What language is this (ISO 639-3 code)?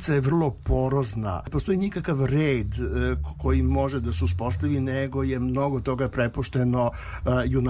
srp